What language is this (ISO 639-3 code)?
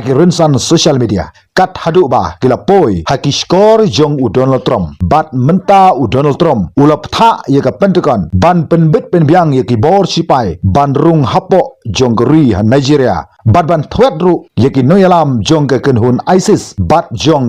kha